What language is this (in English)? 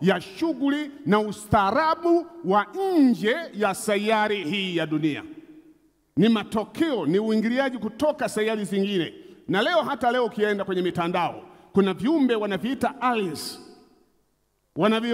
Swahili